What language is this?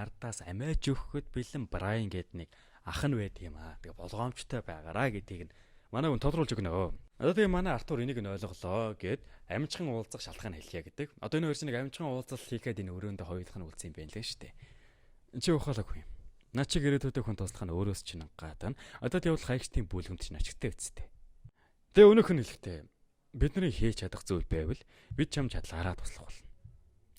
Mongolian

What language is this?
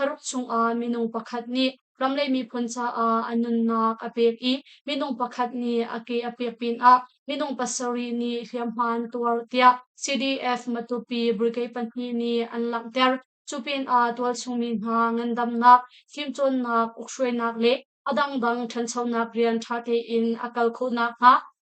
Hakha Chin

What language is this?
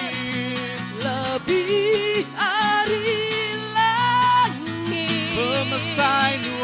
Iban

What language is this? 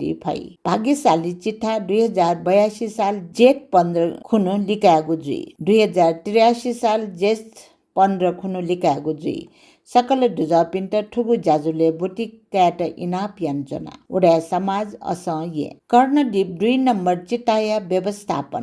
Newari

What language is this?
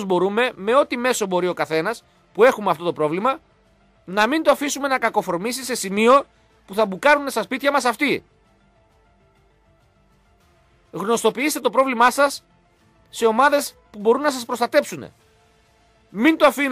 Greek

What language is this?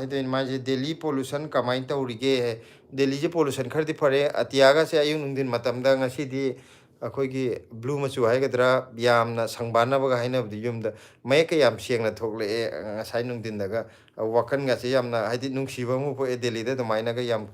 Manipuri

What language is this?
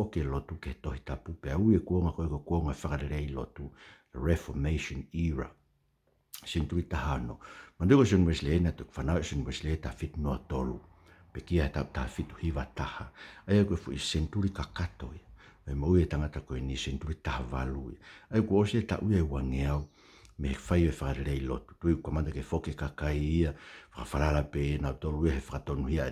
Tongan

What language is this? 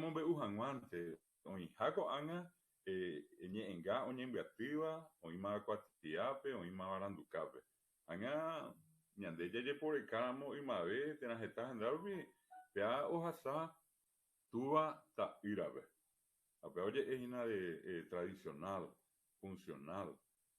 Guarani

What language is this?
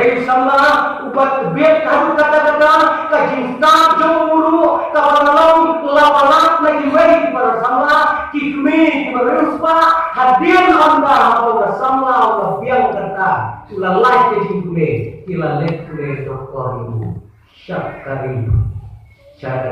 Khasi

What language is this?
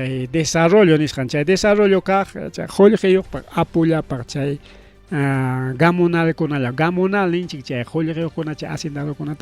Ayacucho Quechua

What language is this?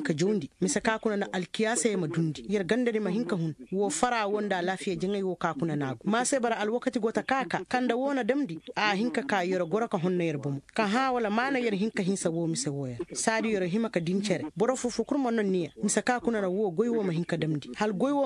Koyraboro Senni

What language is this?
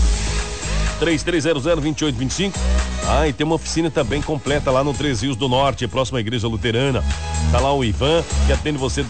Portuguese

